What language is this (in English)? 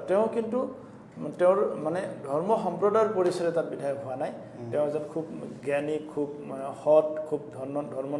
Assamese